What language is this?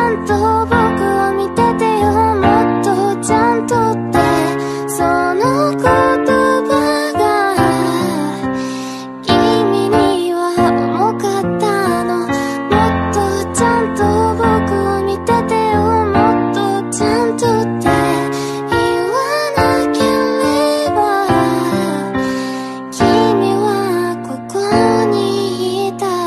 Japanese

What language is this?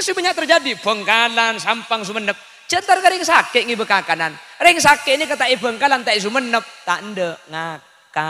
Madurese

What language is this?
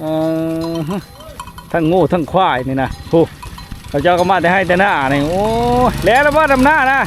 Lao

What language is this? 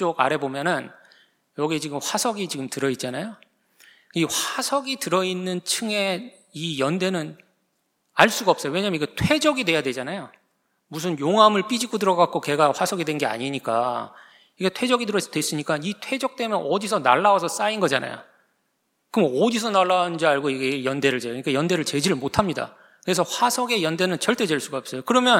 Korean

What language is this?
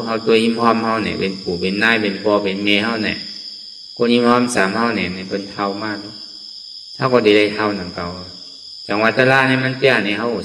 Shan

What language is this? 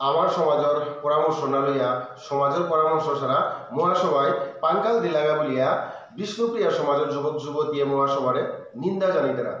Bishnupriya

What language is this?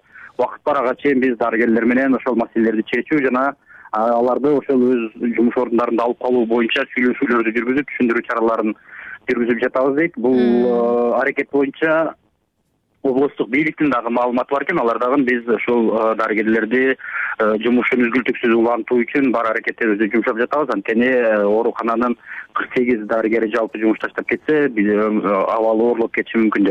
Kyrgyz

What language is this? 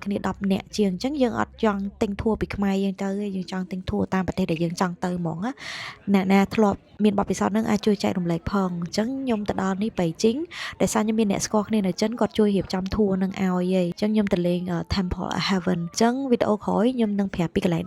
Khmer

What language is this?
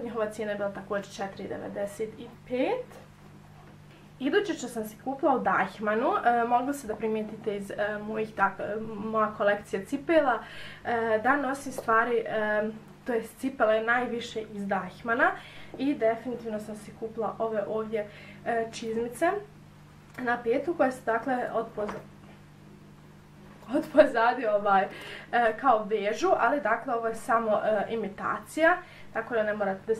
Croatian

